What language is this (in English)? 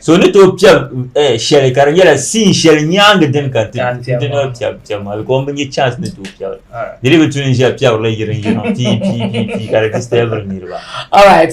Dagbani